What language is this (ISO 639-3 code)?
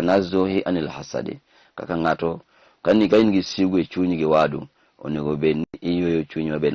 luo